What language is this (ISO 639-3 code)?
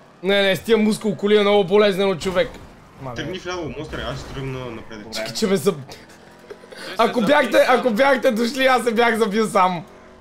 bul